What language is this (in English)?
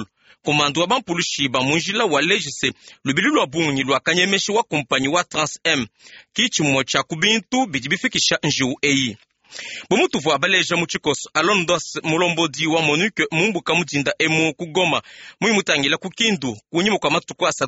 Luba-Lulua